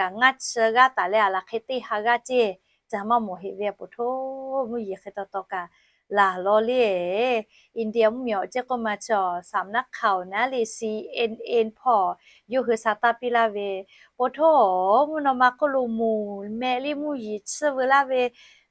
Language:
Lahu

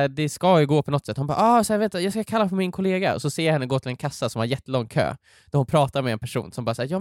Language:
Swedish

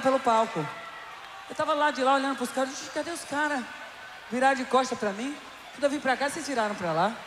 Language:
Portuguese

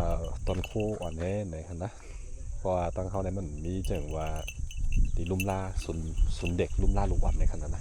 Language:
Shan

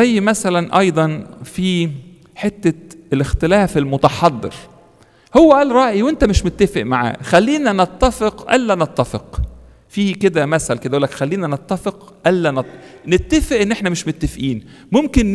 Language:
Egyptian Arabic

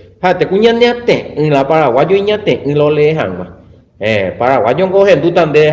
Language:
Guarani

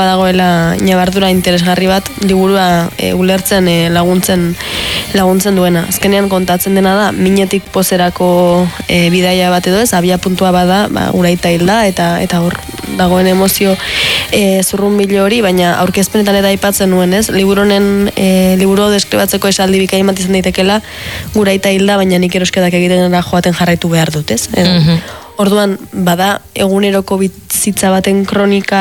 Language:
Basque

